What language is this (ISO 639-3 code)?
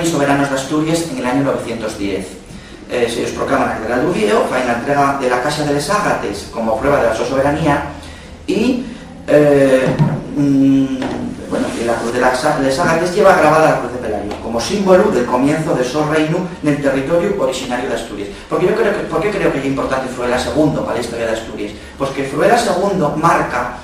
ast